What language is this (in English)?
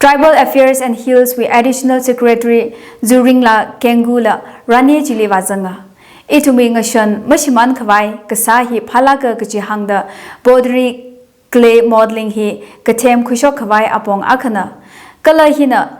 Tangkhul Naga (India)